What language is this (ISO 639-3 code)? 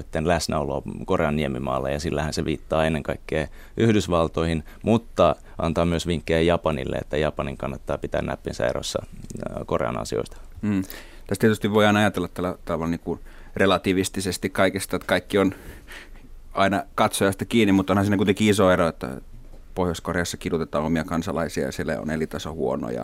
fin